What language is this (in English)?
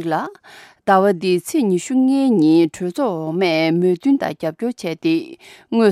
Tibetan